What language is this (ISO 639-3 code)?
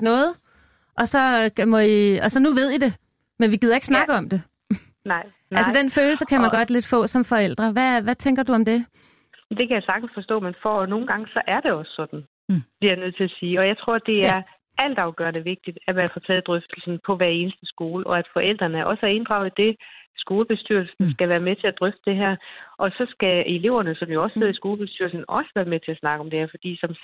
dan